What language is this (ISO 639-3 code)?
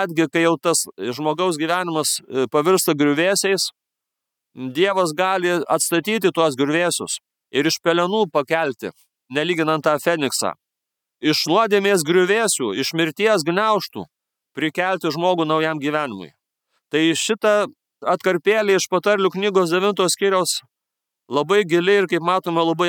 lit